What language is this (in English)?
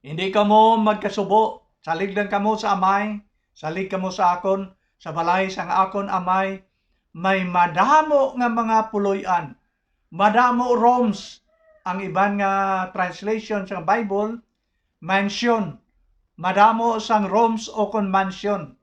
Hiligaynon